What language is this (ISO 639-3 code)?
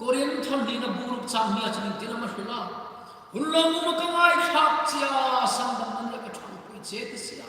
hmr